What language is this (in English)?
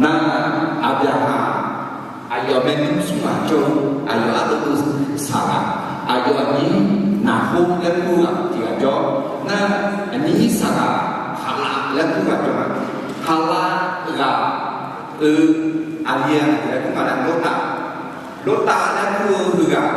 Akha